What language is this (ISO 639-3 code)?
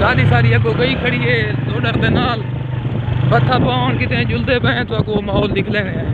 skr